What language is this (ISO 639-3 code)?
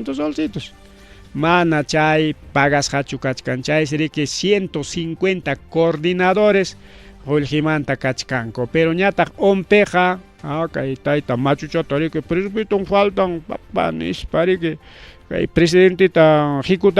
quy